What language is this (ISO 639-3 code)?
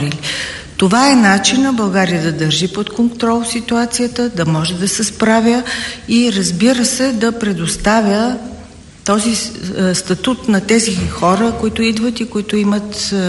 bul